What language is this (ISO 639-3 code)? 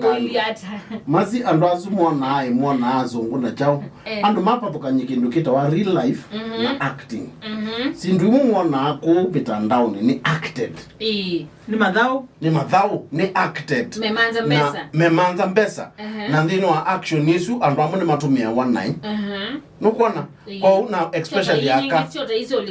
kam